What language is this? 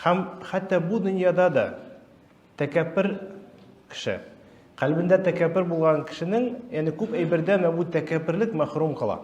Tatar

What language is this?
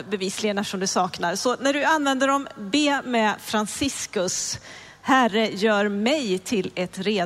Swedish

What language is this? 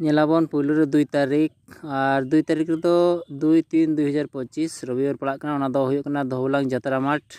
Santali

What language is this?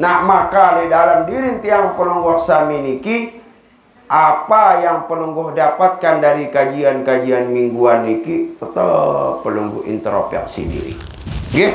Sasak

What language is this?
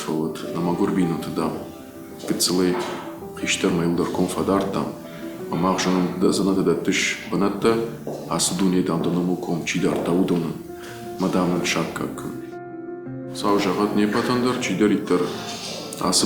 Ossetic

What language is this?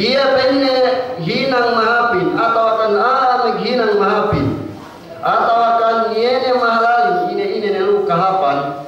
Yakan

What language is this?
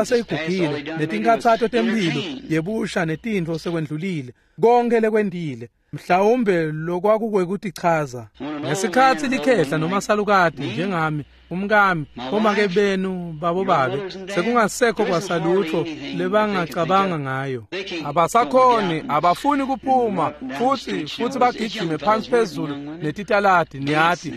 Swati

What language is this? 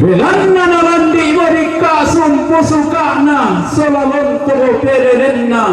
Toraja-Sa'dan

